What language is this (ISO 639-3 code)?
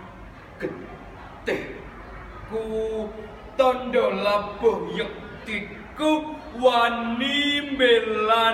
jav